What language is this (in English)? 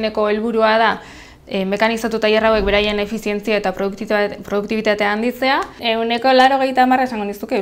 Basque